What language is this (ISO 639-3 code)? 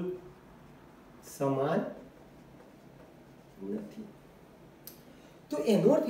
guj